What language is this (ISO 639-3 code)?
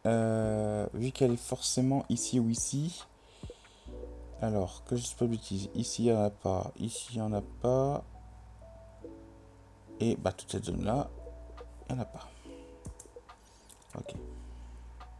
fra